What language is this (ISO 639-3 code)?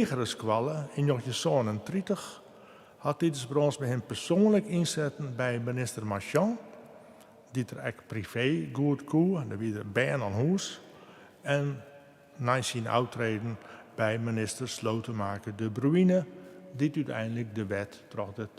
fry